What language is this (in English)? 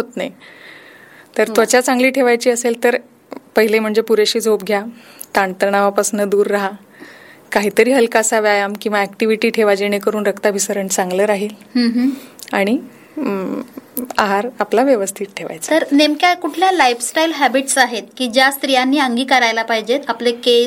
Marathi